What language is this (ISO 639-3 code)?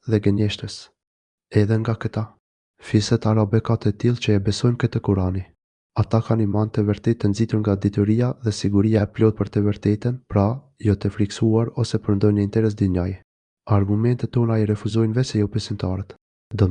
sqi